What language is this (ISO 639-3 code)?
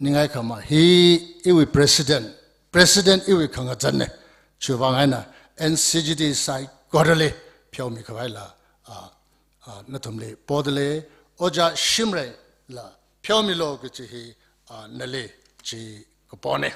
nmf